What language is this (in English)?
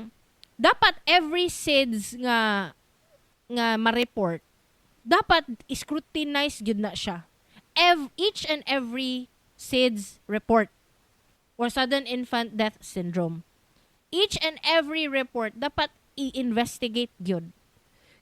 Cebuano